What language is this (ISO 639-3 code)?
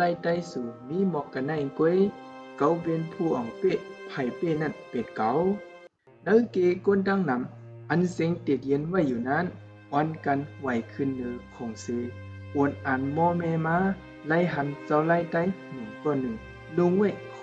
shn